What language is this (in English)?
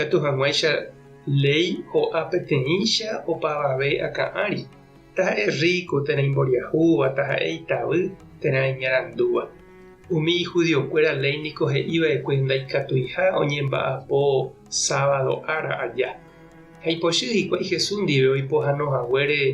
Guarani